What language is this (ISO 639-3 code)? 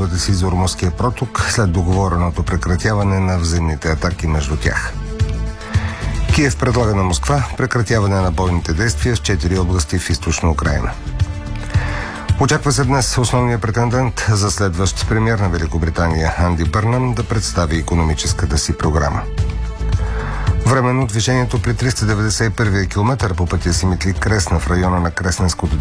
bul